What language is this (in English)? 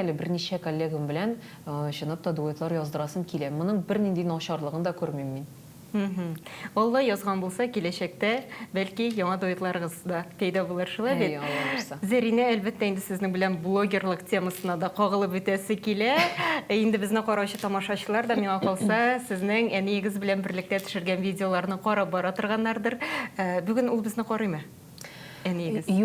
Tatar